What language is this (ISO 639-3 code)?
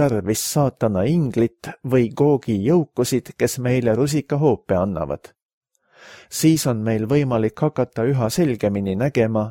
est